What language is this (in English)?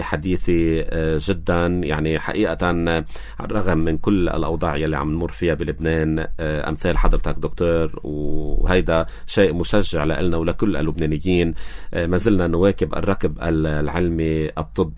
North Levantine Arabic